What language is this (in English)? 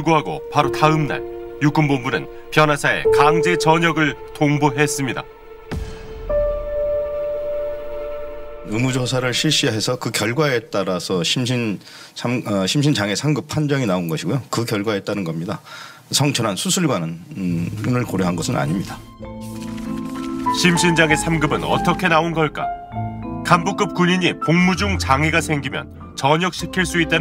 Korean